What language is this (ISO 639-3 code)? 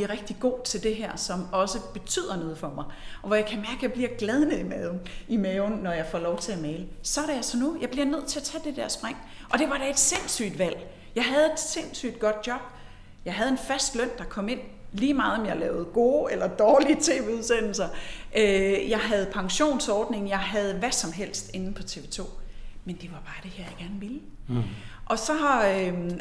dan